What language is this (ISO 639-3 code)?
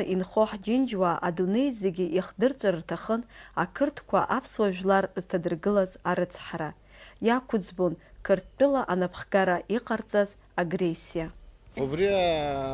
abk